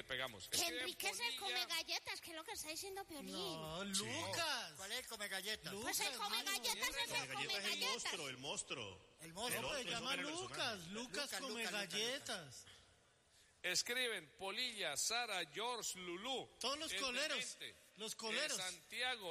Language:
Spanish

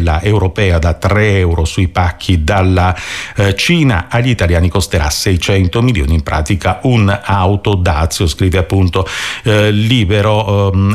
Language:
Italian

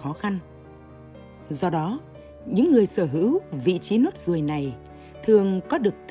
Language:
Vietnamese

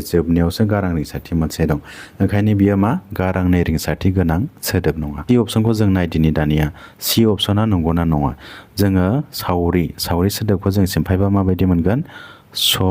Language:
Bodo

